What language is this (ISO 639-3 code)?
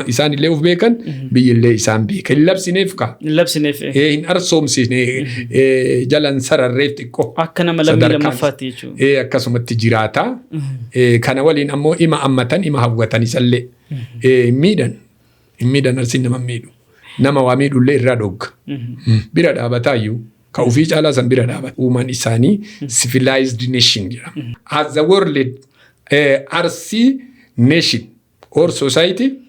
orm